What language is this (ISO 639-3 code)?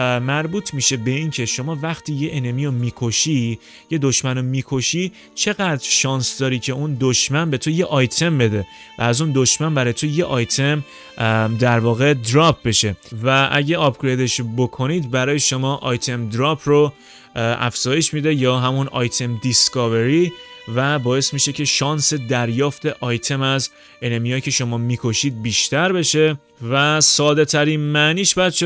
fas